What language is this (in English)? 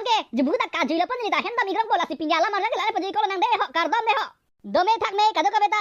Karbi